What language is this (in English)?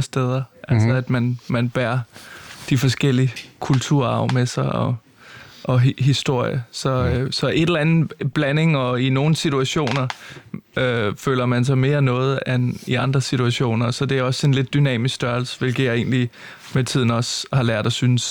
Danish